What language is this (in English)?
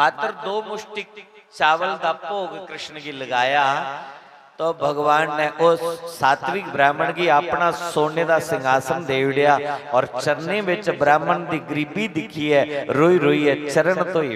Dogri